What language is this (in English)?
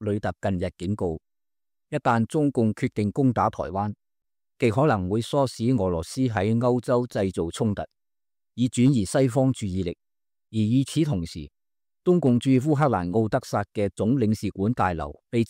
Cantonese